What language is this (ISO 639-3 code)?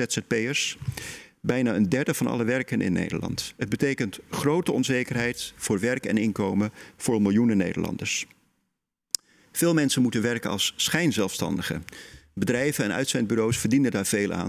nld